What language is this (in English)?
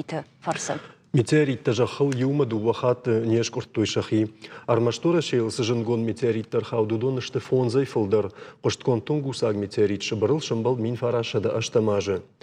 Ossetic